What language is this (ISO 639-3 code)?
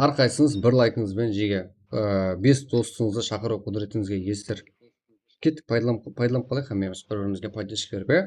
kaa